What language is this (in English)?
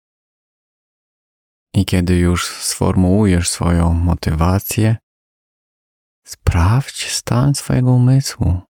Polish